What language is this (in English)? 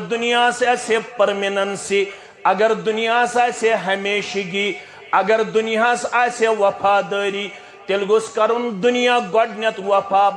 Kashmiri